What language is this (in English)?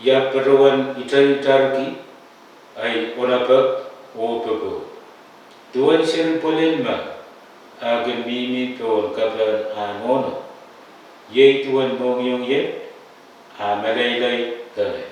Pohnpeian